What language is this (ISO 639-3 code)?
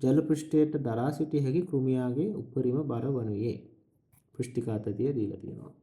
sin